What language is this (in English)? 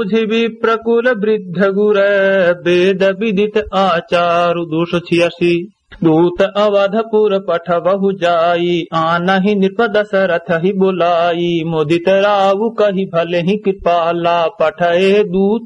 Awadhi